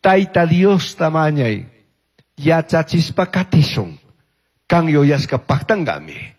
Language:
Chimborazo Highland Quichua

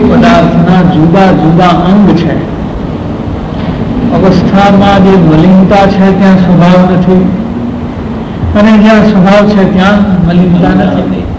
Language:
Gujarati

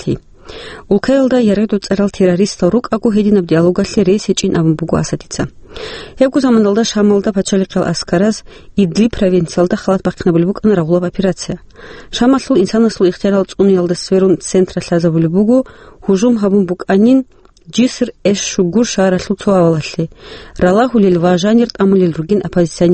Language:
Avaric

